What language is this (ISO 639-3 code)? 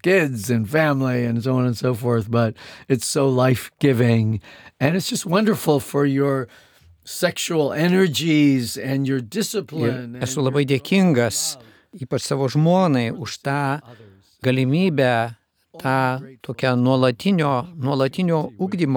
lit